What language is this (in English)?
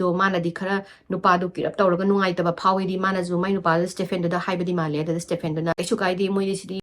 Manipuri